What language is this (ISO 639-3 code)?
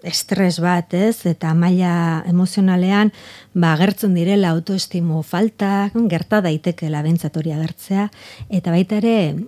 eus